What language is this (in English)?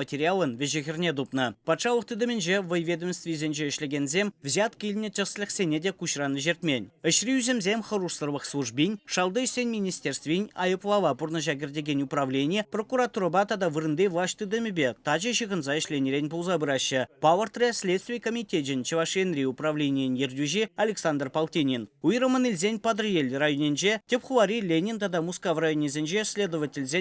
Chuvash